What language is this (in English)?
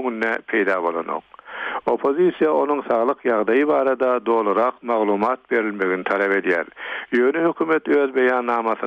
Turkmen